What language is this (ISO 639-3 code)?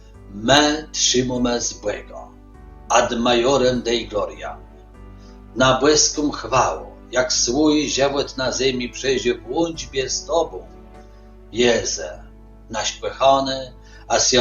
csb